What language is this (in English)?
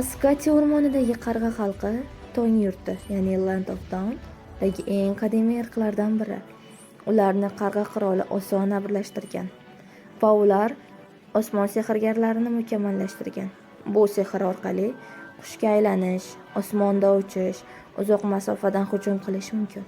Uzbek